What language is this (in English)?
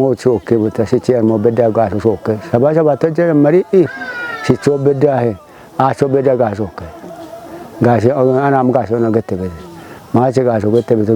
Kafa